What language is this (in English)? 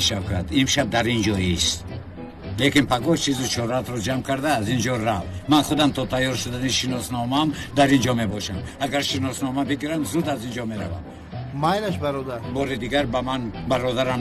Tajik